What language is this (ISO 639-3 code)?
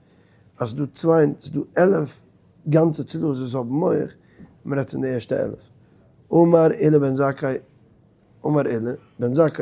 yid